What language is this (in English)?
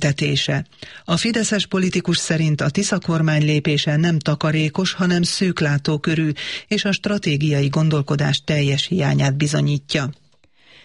Hungarian